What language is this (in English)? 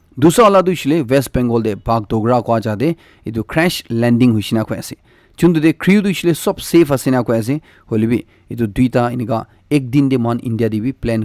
Naga Pidgin